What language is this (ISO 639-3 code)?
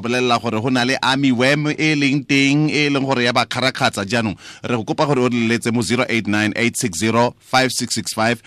tsn